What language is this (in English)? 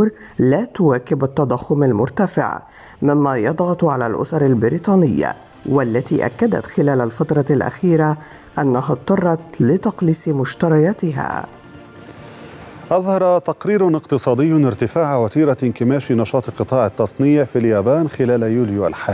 Arabic